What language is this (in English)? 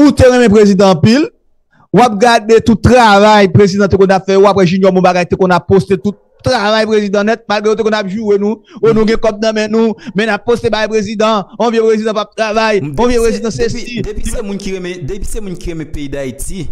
Haitian Creole